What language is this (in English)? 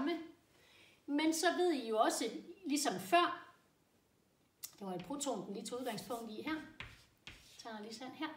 Danish